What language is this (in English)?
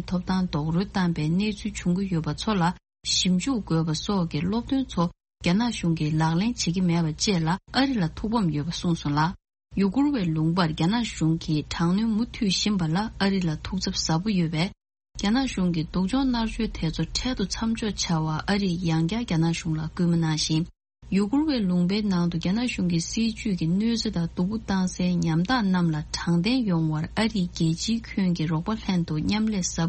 Tibetan